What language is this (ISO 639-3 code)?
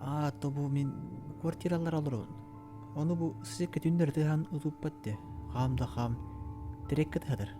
sah